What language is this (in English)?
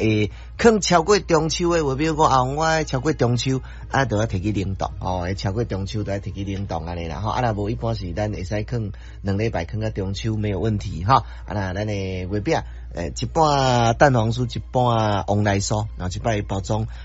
Min Nan Chinese